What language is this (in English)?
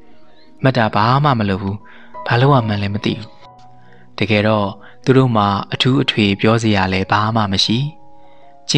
Burmese